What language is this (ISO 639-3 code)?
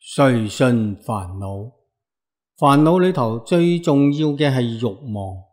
yue